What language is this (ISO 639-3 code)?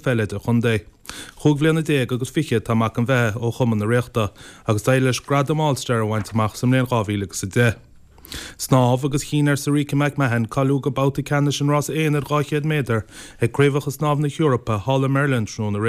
gle